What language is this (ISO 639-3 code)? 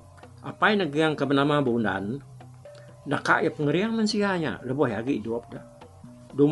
iba